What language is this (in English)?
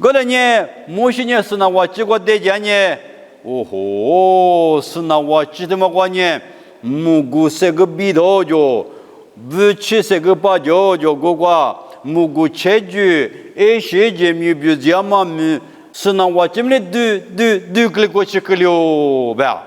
Lisu